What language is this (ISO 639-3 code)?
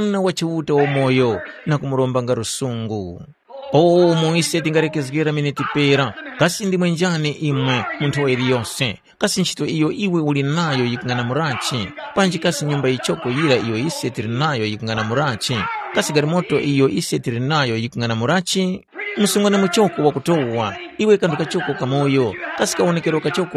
tum